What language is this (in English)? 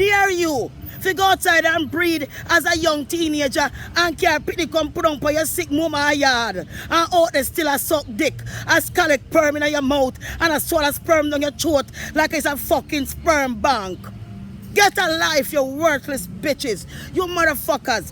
Jamaican Creole English